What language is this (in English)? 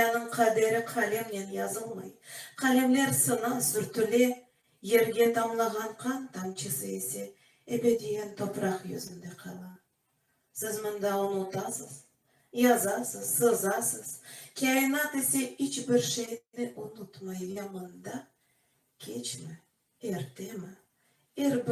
Crimean Tatar